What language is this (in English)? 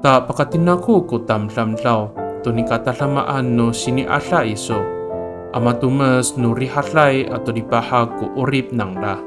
Amis